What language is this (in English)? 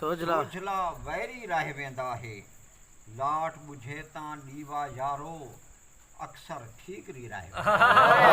Saraiki